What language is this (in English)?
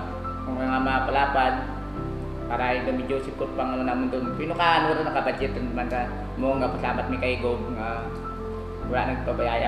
Kinaray-a